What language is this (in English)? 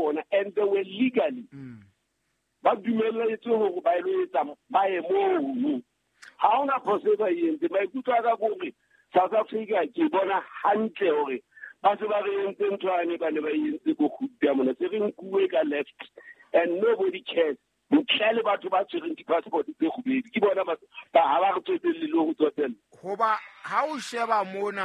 Southern Sotho